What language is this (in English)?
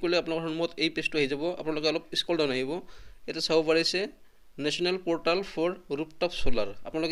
Assamese